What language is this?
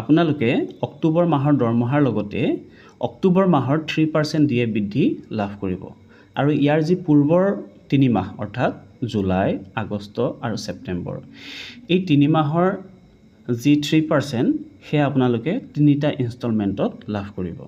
Assamese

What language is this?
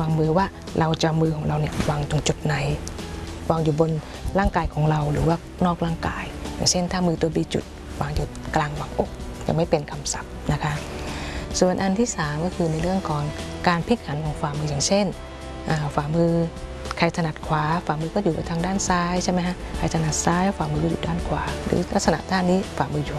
Thai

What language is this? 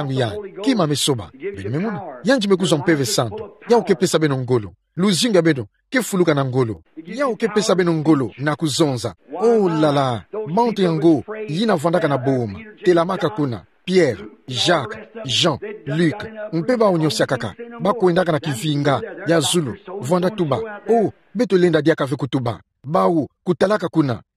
Kituba (Democratic Republic of Congo)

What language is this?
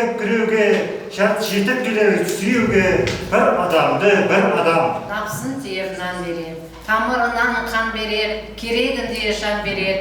Kara-Kalpak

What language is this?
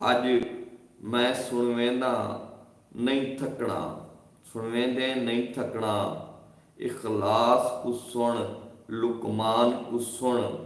Saraiki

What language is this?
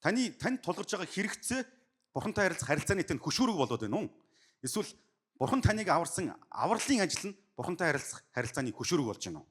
Mongolian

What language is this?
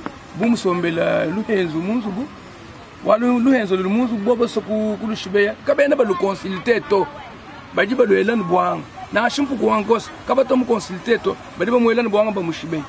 Luba-Lulua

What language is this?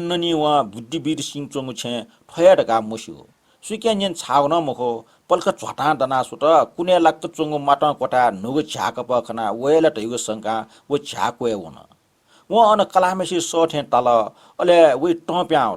Newari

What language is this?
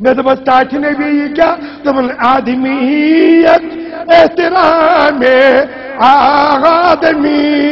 Kashmiri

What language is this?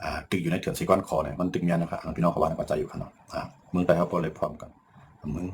Shan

